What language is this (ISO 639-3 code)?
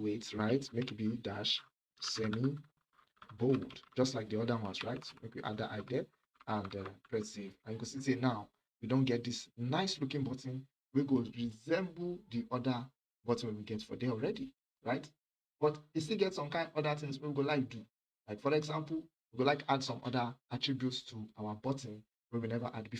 pcm